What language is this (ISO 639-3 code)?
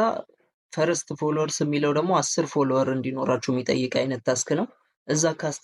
amh